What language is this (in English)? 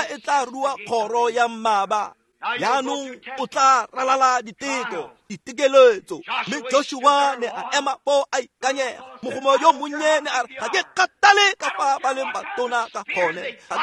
Tswana